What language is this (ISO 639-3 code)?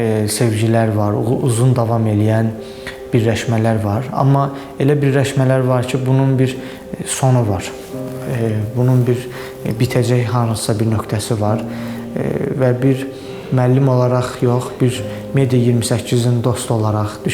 aze